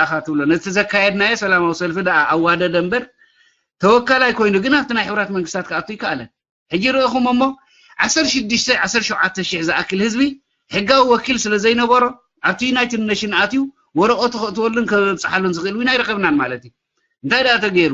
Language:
Tigrinya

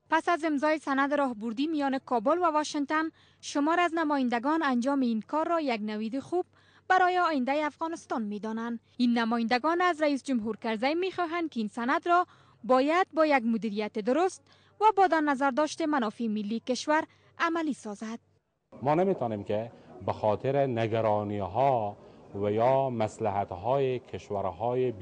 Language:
Persian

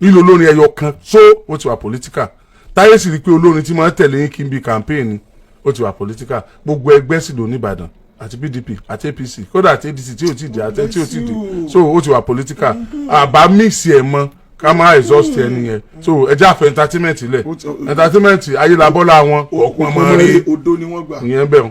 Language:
Yoruba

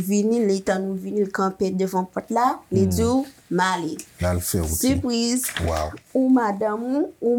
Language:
Haitian Creole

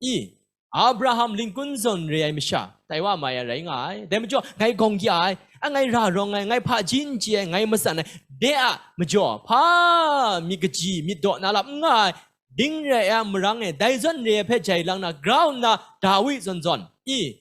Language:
Kachin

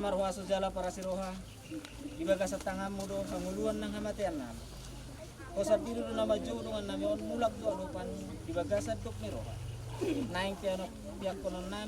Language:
Batak Toba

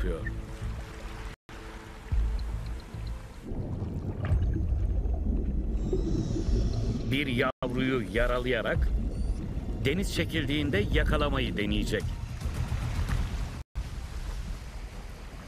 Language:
Turkish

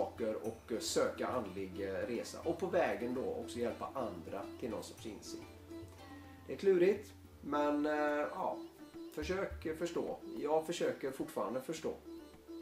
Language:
Swedish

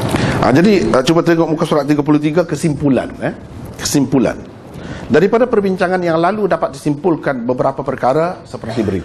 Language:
Malay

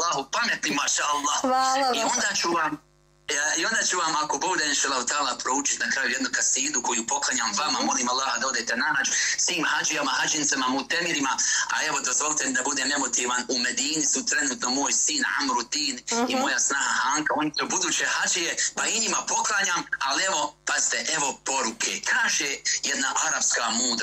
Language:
Bosnian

